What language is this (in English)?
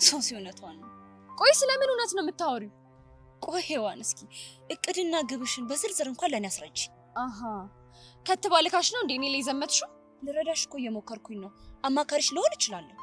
Amharic